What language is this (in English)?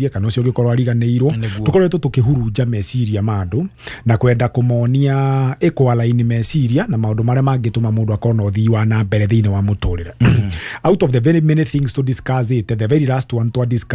Kikuyu